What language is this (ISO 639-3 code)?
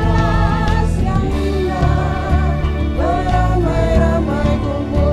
abs